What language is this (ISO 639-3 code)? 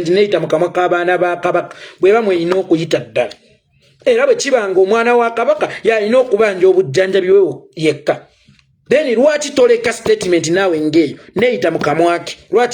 lug